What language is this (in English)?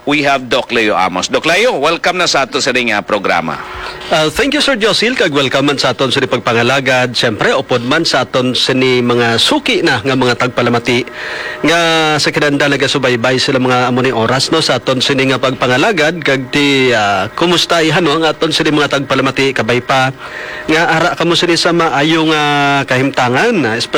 Hiligaynon